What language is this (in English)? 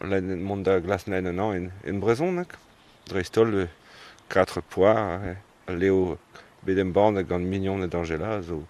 Breton